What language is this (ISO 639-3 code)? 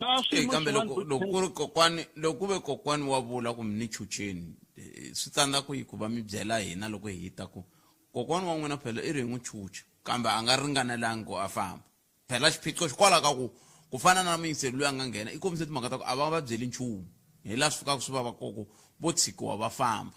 tso